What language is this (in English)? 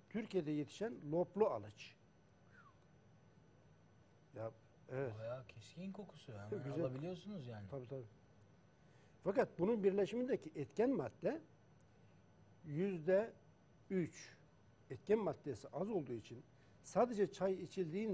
Turkish